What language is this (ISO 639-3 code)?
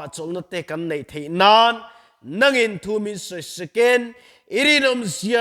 lus